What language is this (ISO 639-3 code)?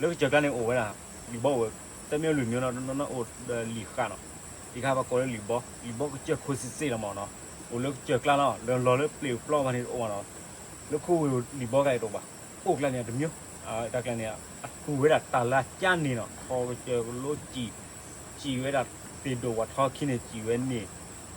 ksw